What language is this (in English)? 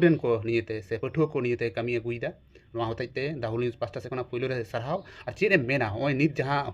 Santali